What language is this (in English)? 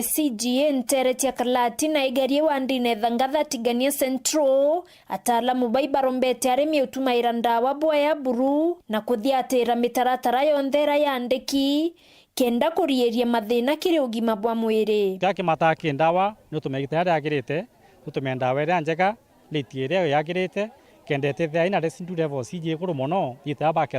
Meru